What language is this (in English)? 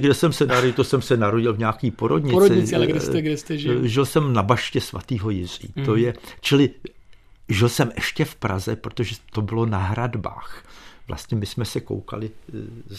Czech